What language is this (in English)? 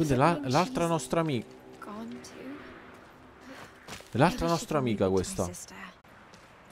Italian